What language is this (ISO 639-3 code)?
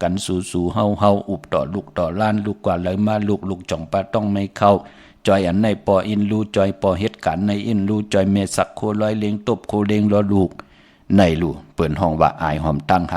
shn